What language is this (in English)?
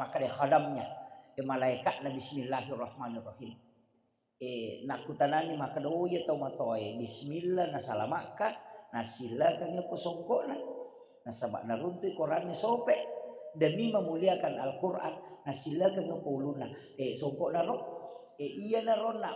Buginese